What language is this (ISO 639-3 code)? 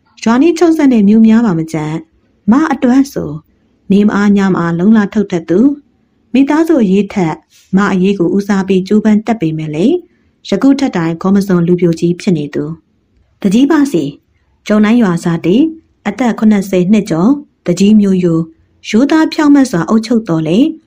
mya